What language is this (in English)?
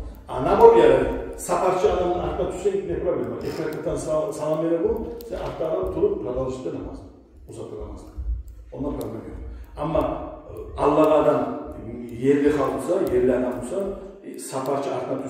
Kumyk